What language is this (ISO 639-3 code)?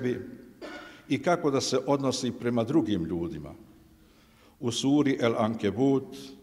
bos